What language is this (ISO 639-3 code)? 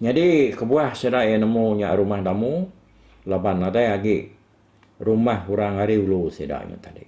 iba